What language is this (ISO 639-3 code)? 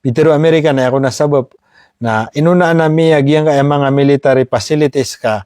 mrw